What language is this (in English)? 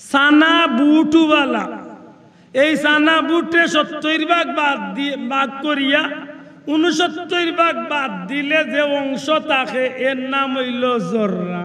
Sylheti